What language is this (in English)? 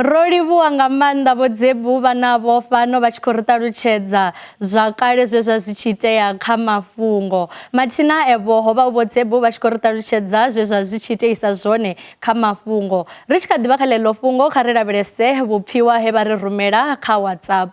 Venda